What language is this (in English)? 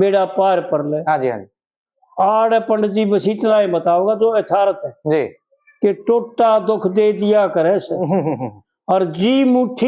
Haryanvi